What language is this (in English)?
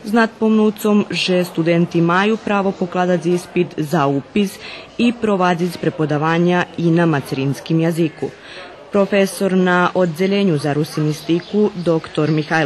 Rusyn